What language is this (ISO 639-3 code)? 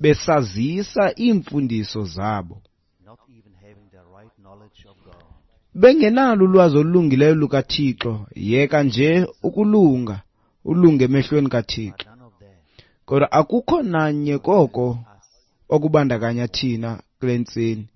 xho